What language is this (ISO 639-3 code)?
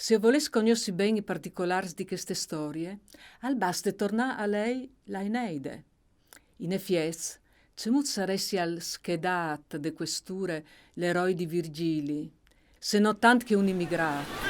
fur